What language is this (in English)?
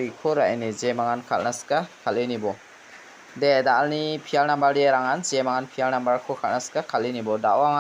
Garo